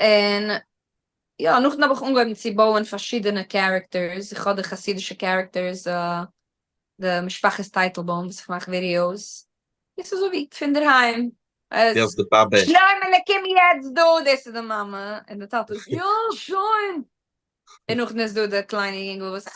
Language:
Yiddish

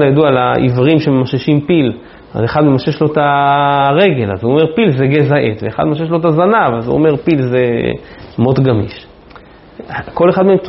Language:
Hebrew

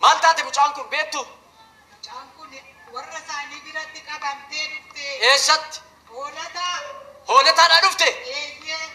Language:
Oromo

